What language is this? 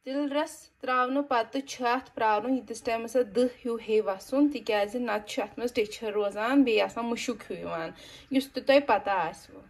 Kashmiri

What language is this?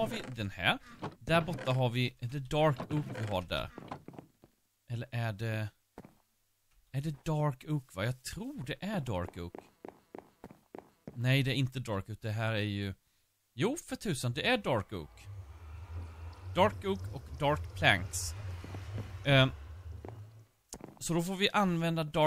Swedish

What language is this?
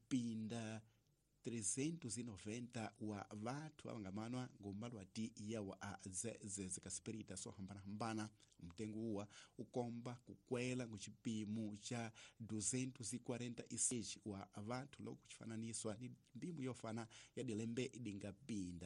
Tsonga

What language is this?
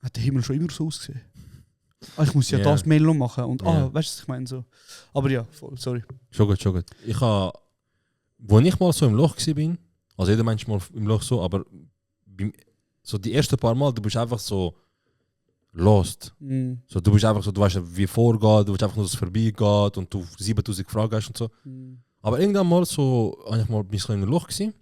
Swiss German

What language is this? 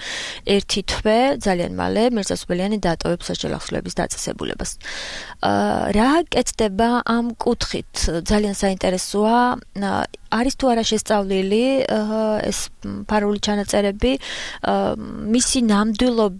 Georgian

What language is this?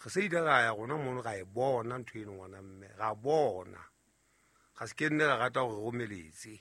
Southern Sotho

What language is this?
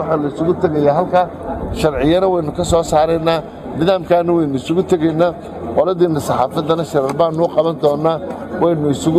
Somali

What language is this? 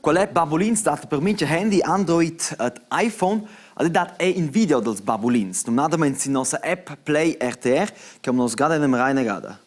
Romansh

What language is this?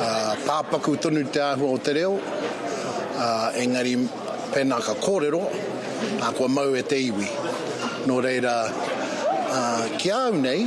Māori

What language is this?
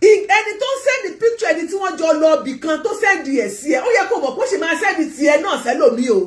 Yoruba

